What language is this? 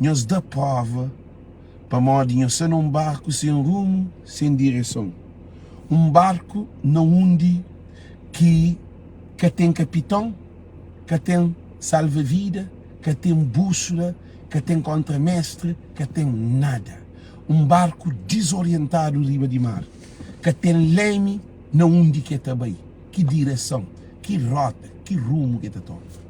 Kabuverdianu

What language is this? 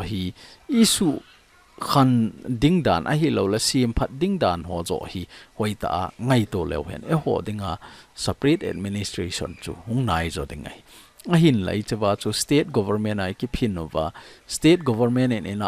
Thado Chin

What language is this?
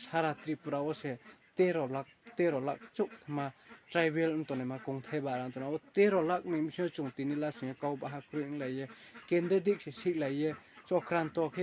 Riang (India)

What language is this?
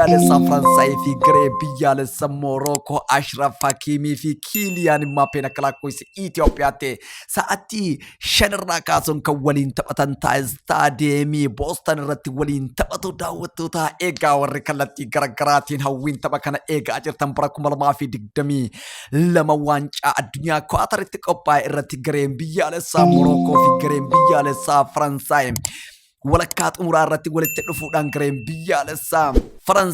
Oromo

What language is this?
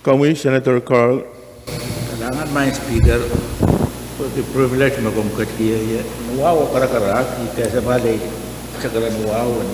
Pohnpeian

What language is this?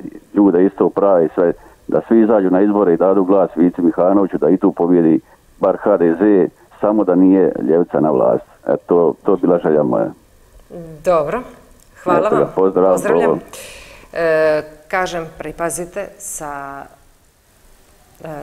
Croatian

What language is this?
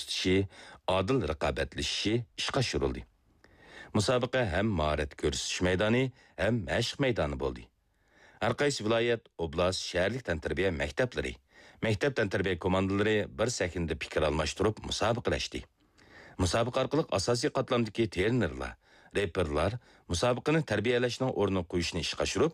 Uyghur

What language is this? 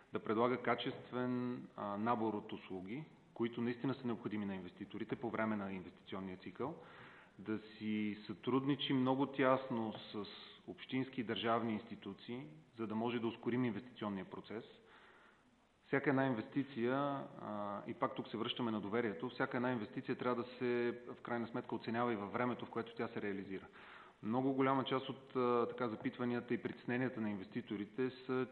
Bulgarian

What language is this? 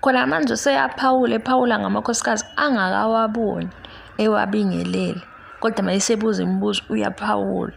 Zulu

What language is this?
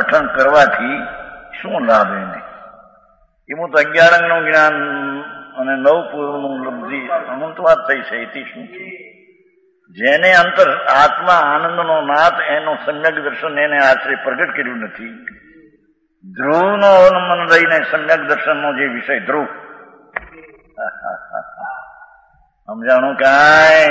Gujarati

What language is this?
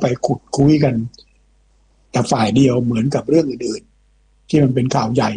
Thai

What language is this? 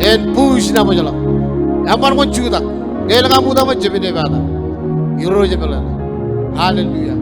Marshallese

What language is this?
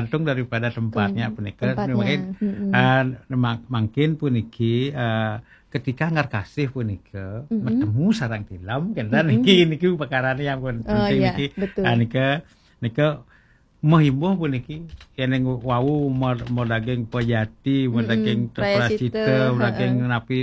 Balinese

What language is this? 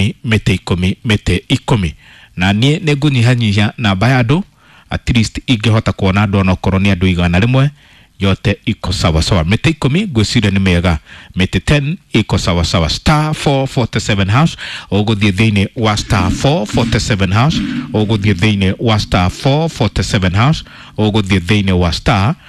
Kikuyu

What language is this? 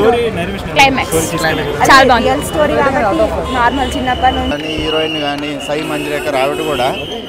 Telugu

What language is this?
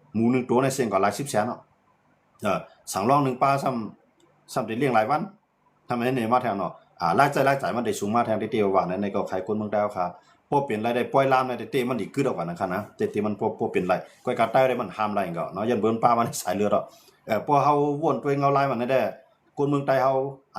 Shan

